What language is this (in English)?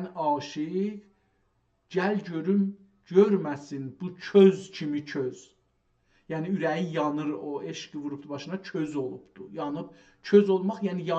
South Azerbaijani